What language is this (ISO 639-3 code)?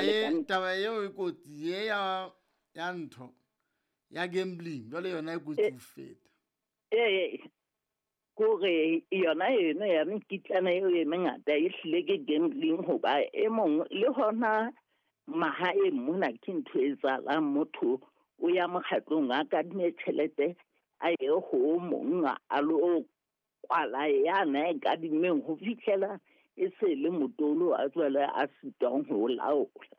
sot